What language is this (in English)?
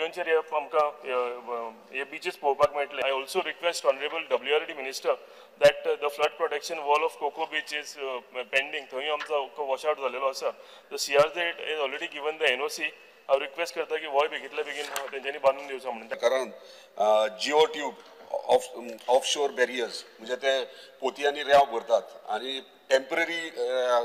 Konkani